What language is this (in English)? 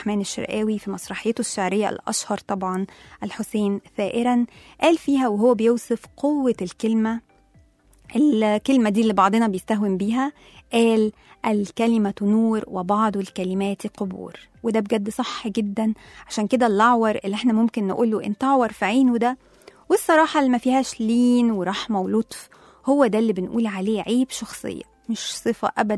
Egyptian Arabic